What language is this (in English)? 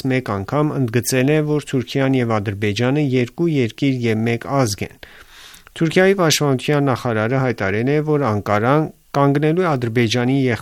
Armenian